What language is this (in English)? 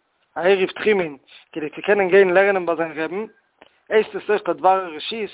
Yiddish